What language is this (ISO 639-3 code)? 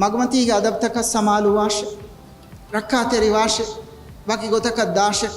div